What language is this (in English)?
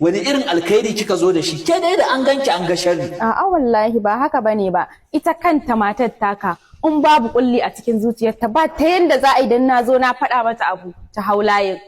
Hausa